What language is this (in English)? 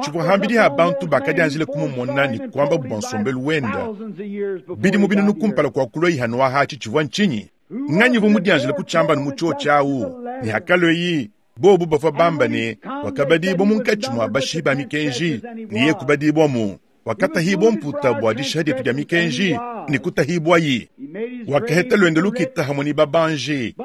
Luba-Lulua